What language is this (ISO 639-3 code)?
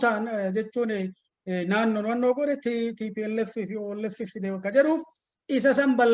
orm